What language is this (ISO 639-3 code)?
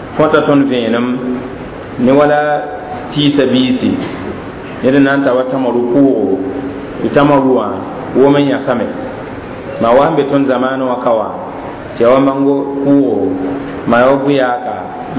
mos